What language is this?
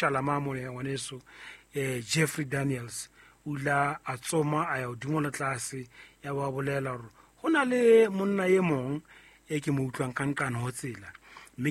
Southern Sotho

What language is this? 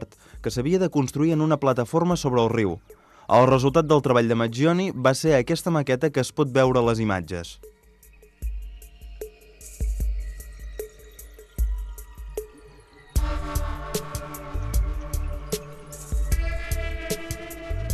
Catalan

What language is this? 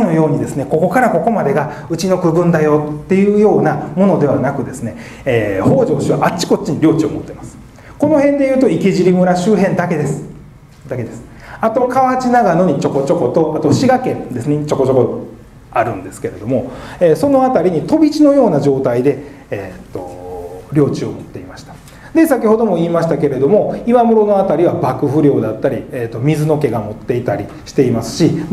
Japanese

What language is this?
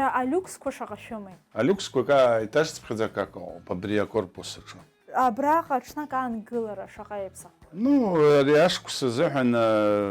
Abkhazian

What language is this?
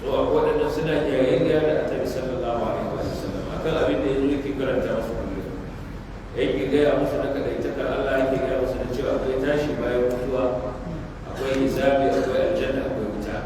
Hausa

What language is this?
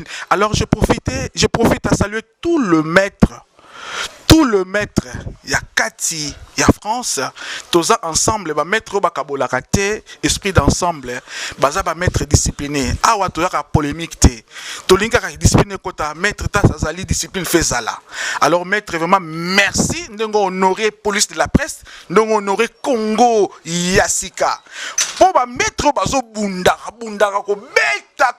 Lingala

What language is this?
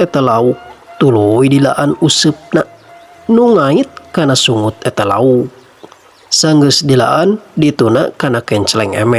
Sundanese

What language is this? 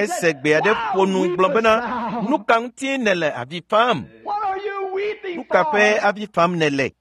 Ewe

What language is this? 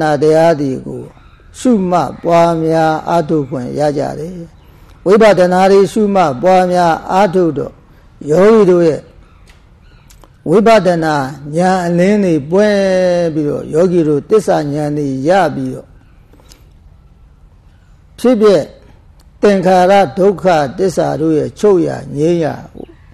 Burmese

